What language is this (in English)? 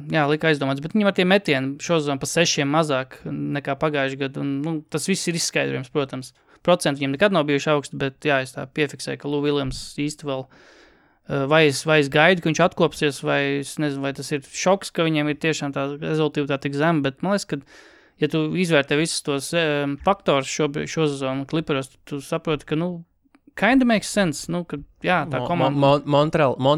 Latvian